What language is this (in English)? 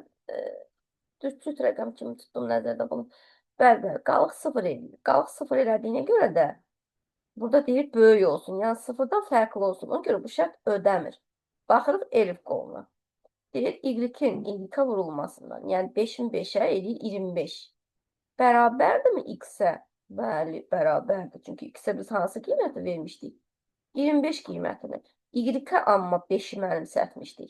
Azerbaijani